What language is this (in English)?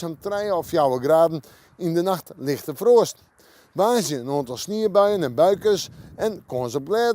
Western Frisian